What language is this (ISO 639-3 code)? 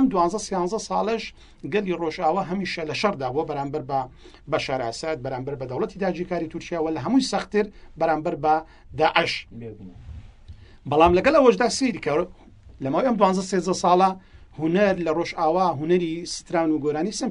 ckb